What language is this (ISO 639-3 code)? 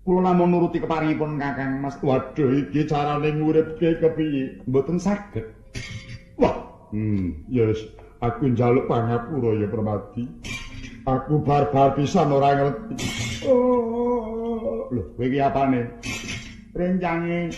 jav